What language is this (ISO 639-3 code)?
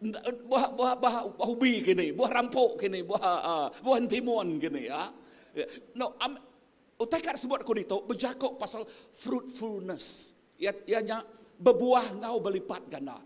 iba